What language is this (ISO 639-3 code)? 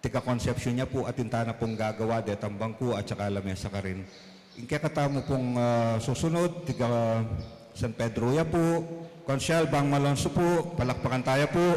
pam